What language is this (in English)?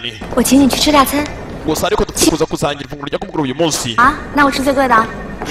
Kinyarwanda